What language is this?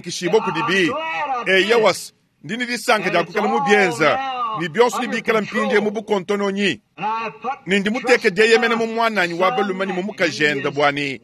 Luba-Lulua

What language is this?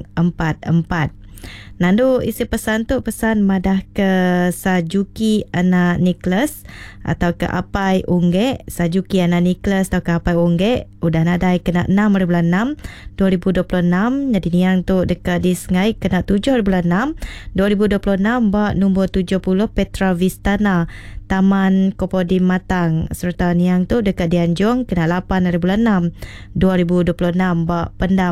Iban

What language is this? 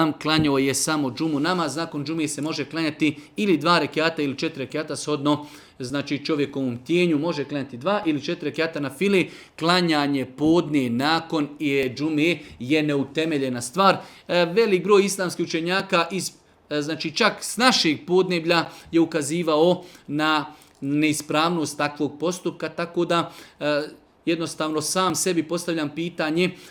Serbian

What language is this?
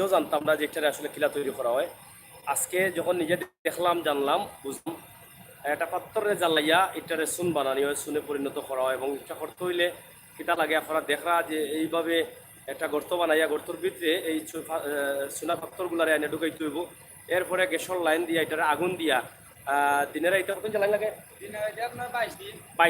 Sylheti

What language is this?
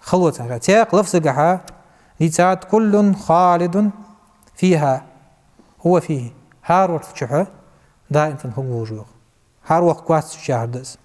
Ingush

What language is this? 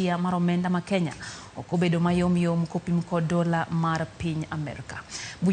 Luo (Kenya and Tanzania)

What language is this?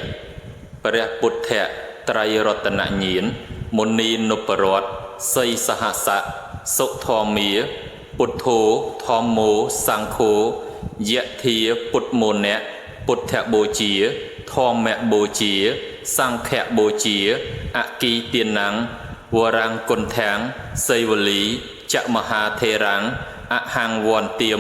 Khmer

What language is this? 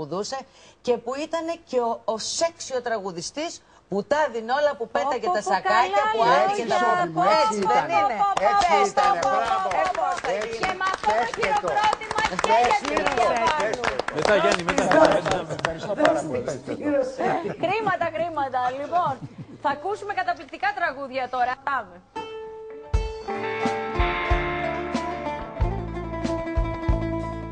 Greek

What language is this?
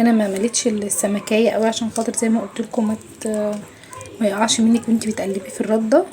Egyptian Arabic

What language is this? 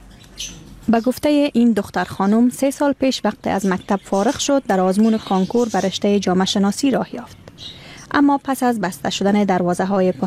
Persian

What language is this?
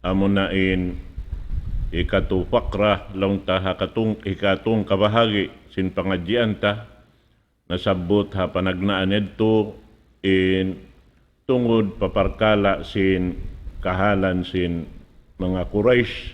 Tausug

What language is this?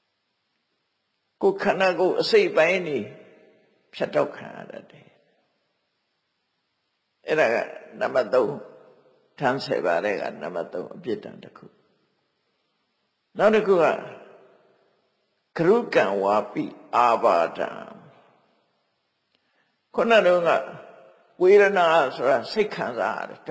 Burmese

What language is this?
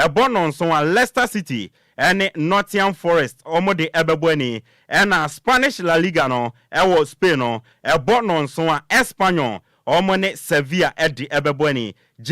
Akan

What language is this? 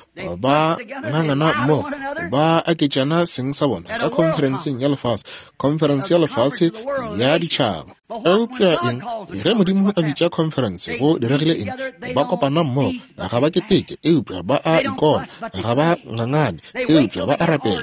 Northern Sotho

